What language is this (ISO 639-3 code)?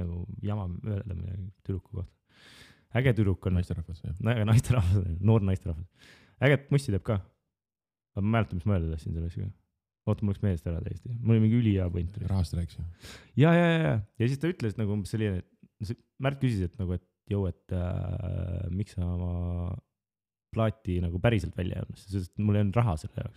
est